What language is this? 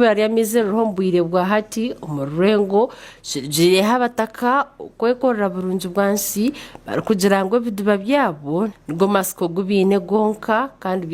Nyankole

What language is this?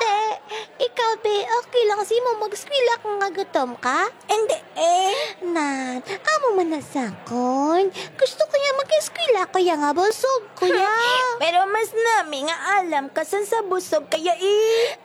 Hiligaynon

